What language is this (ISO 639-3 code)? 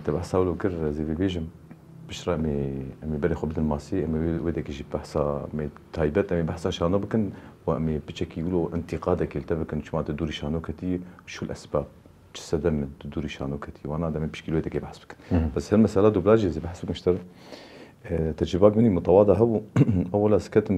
kur